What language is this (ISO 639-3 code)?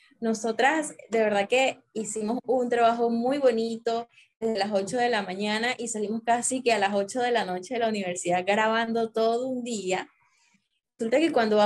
spa